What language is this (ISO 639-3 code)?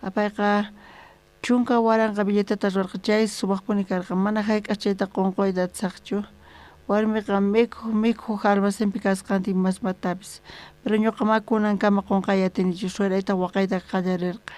quh